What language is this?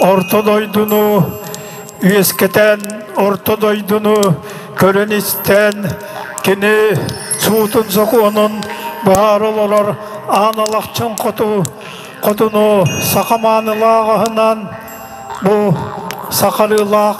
Yakut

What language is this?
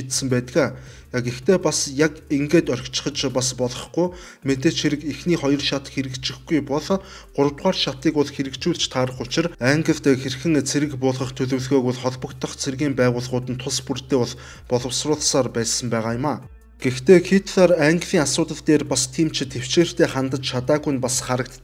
Mongolian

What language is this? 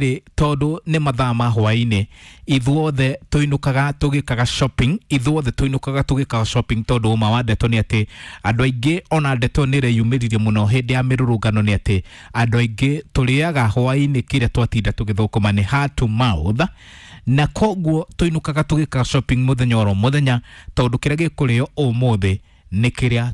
Kikuyu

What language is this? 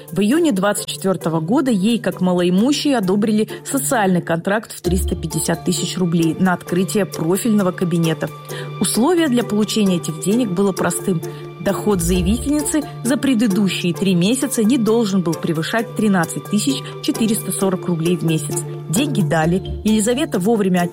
Russian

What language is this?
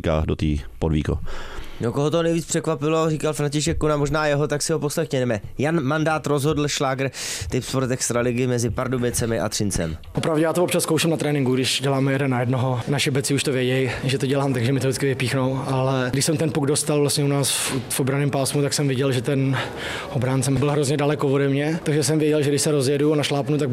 Czech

